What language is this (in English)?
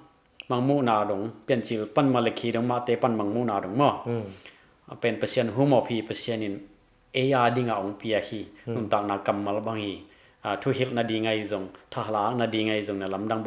Tedim Chin